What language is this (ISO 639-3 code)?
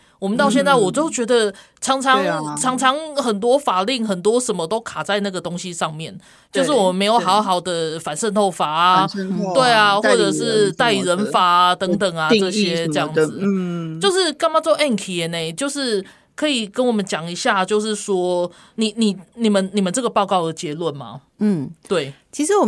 zho